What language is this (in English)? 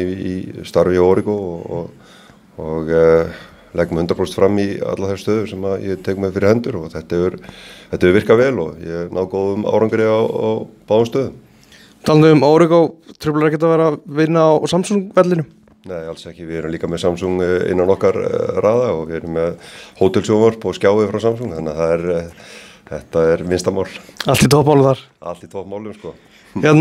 Icelandic